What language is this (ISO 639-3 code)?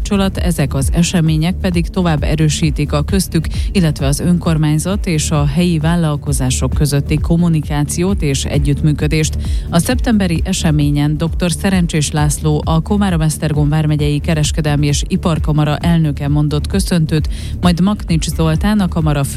hun